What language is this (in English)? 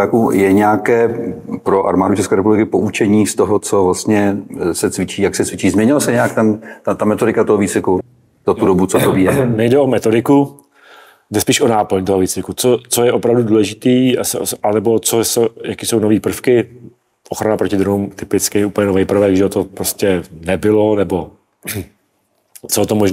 Czech